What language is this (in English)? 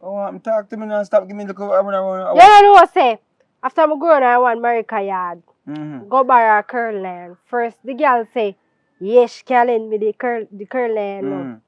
Jamaican Creole English